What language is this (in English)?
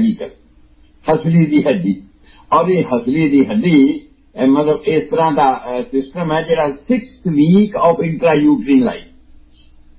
Punjabi